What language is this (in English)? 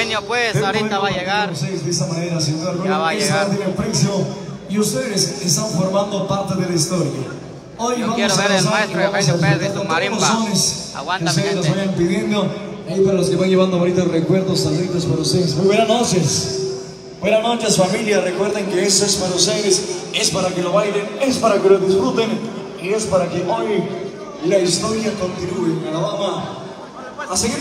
Spanish